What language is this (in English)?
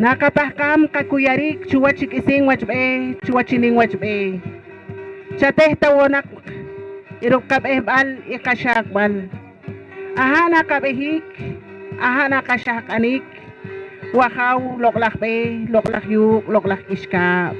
Poqomchi'